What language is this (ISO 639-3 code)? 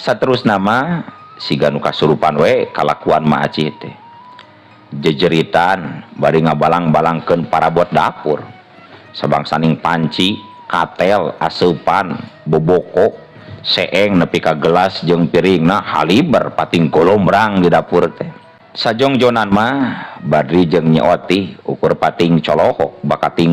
sun